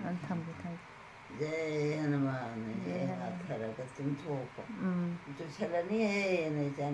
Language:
Manipuri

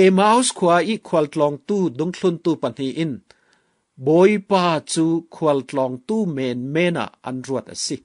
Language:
Falam Chin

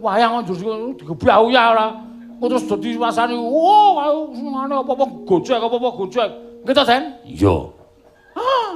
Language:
Javanese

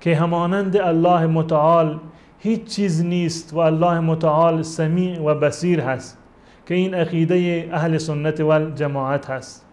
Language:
Persian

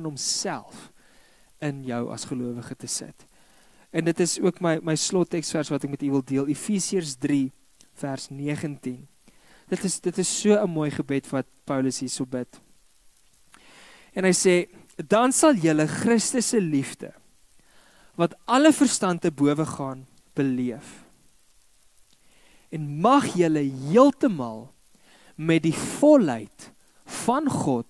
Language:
Afrikaans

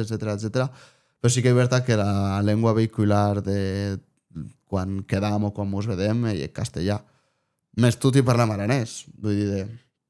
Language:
Occitan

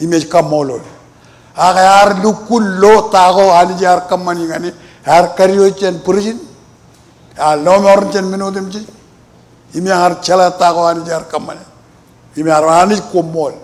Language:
Marshallese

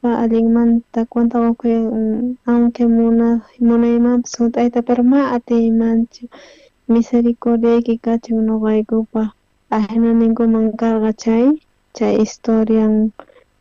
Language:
South Bolivian Quechua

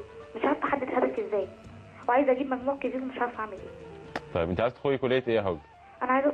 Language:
Egyptian Arabic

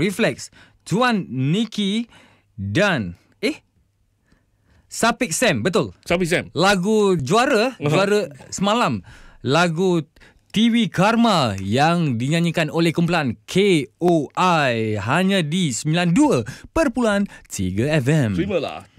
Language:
Malay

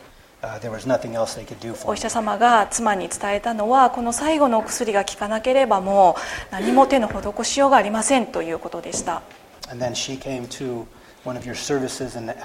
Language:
Japanese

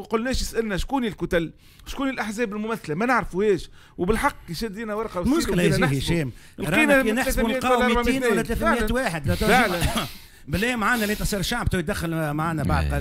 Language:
Tunisian Arabic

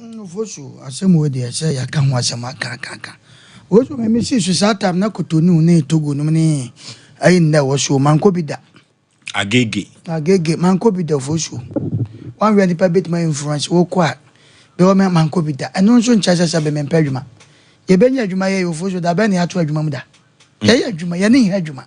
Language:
Akan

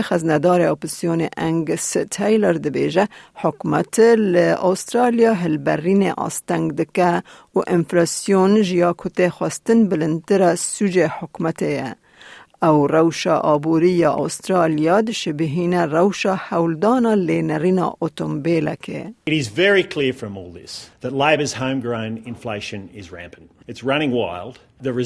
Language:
Kurdish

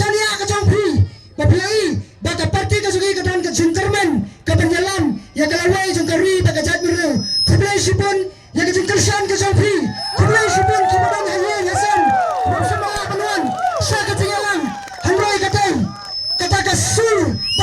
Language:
Khasi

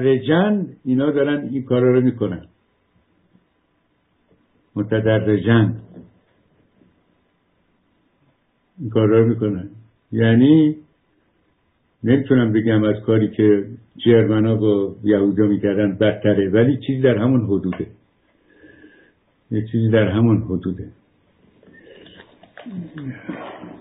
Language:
Persian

